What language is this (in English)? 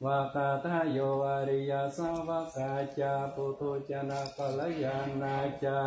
Pali